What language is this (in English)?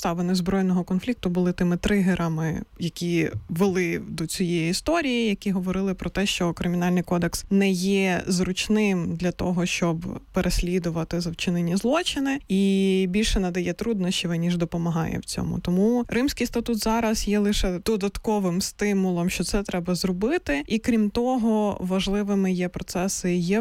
Ukrainian